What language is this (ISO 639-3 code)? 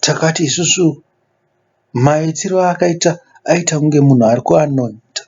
sna